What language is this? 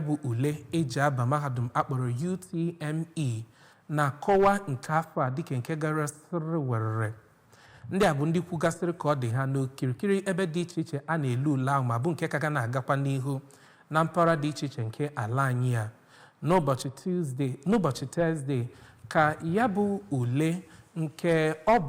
Igbo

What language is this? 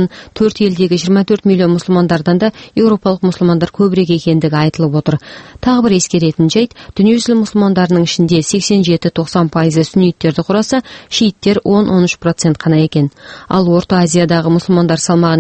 Kazakh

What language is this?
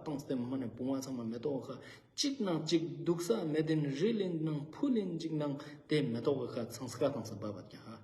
Ladakhi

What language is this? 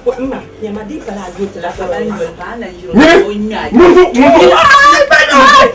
Dagbani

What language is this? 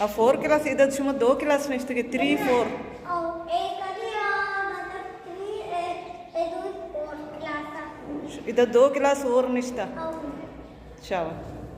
Baluchi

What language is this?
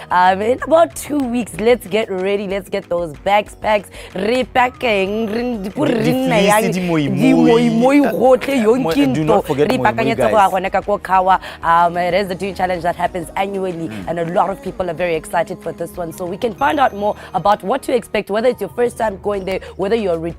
Tswana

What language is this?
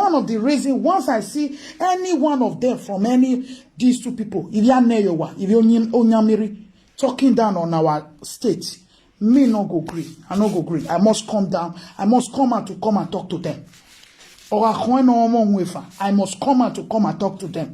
Nigerian Pidgin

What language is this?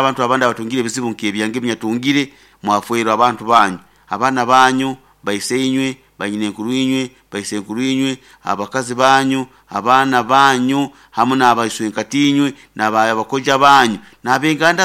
Nyoro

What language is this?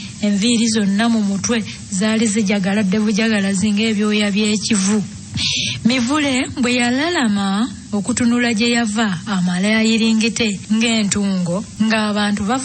Ganda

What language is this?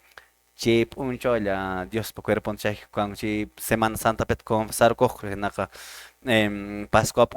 Quechua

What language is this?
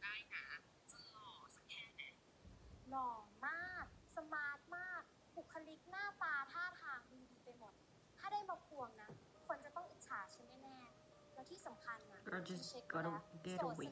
Thai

